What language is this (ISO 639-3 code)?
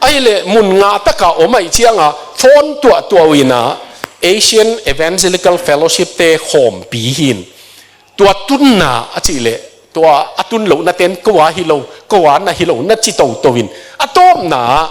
ctd